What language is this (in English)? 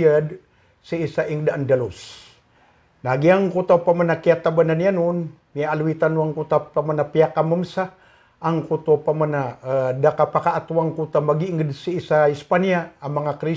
Maranao